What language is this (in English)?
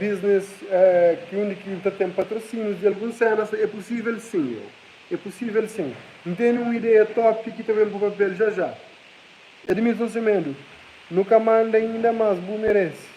Kabuverdianu